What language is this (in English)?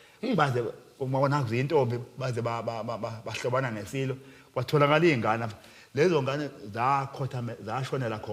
Zulu